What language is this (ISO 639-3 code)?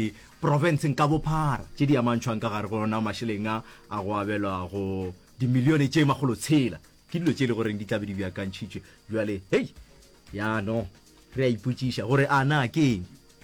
nso